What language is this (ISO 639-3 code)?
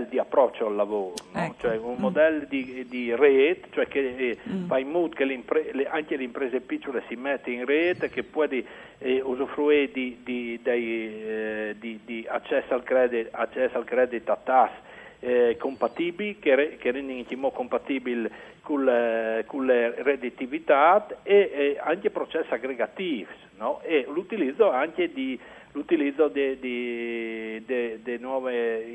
fur